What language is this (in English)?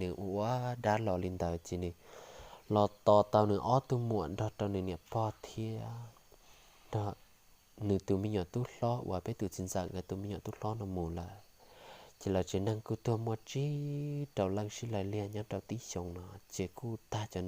Hmong